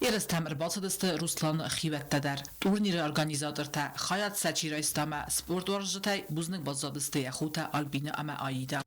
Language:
Ossetic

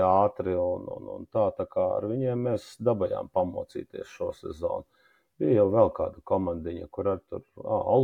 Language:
Latvian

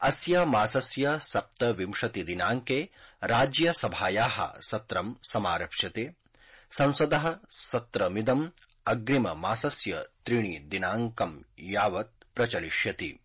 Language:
Sanskrit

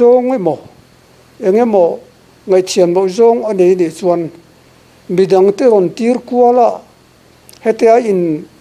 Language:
Mizo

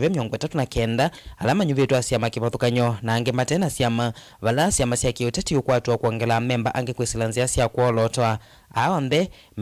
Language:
Kamba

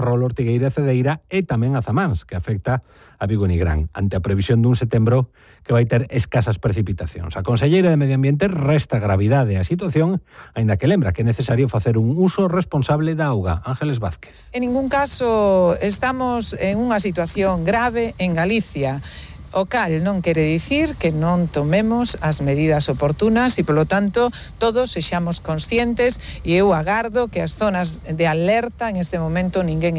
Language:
Galician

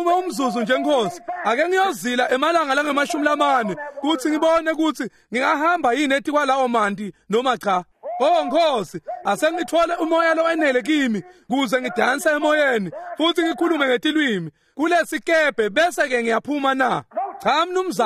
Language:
Swati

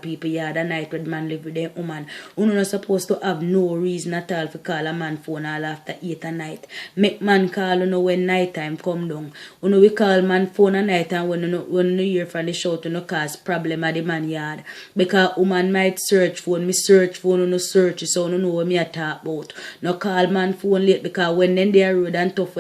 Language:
Jamaican Creole English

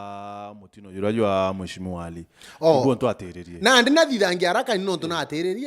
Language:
Meru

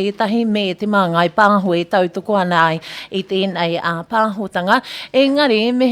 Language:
Māori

